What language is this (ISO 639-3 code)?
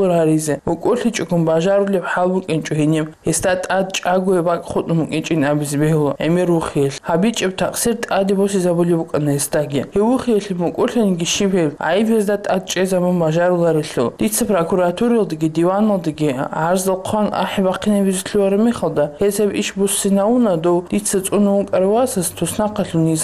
ava